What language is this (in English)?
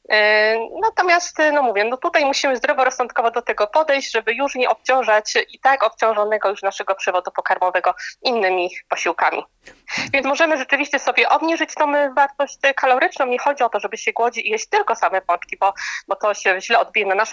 Polish